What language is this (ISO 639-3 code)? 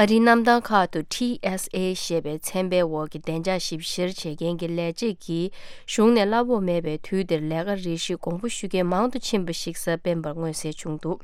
bod